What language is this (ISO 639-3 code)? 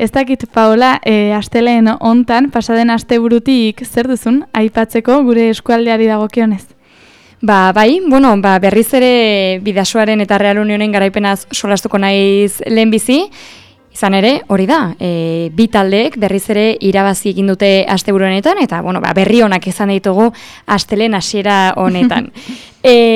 eus